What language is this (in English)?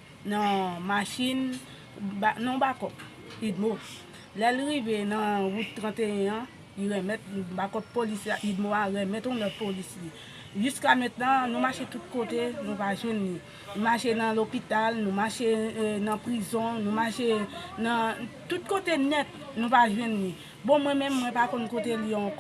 Haitian Creole